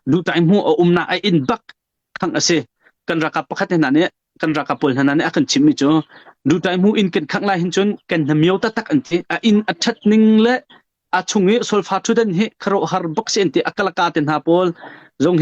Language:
Hakha Chin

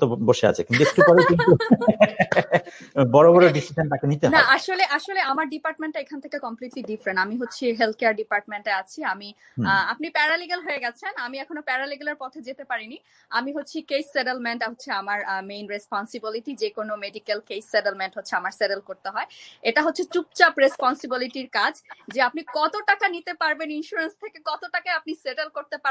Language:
Bangla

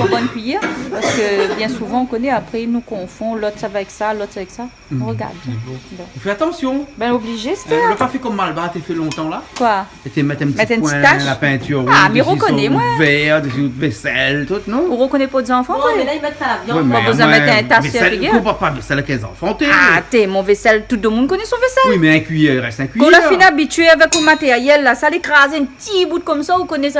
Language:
Réunion Creole French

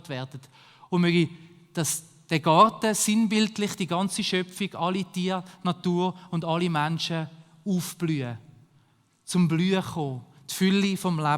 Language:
Swiss German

